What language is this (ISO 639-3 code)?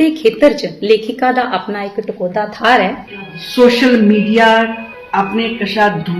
doi